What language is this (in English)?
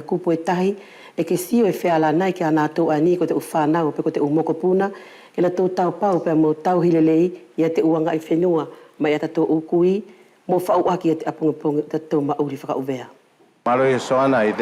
Wallisian